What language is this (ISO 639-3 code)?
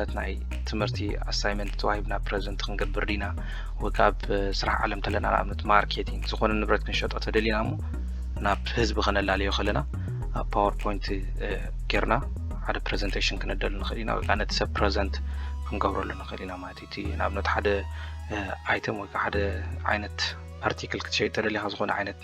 tir